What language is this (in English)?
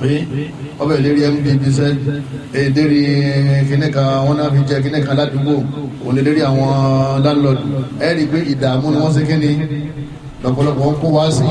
Yoruba